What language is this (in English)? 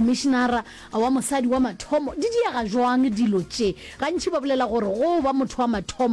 Northern Sotho